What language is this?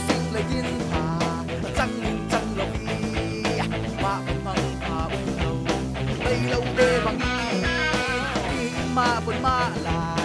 Falam Chin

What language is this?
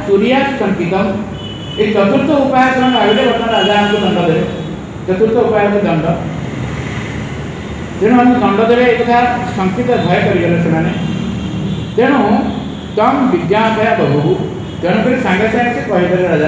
Odia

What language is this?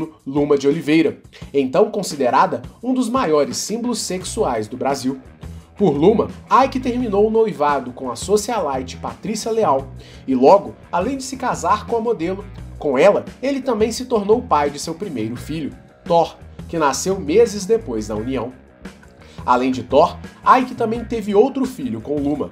Portuguese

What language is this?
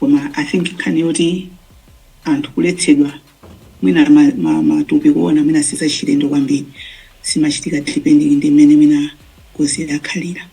Nyanja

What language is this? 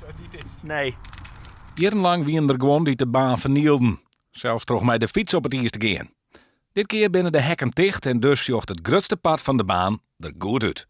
Western Frisian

